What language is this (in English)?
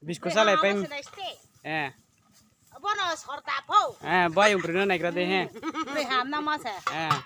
Riang (India)